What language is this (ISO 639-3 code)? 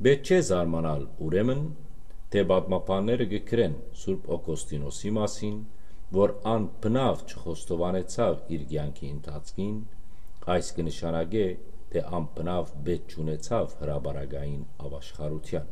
hyw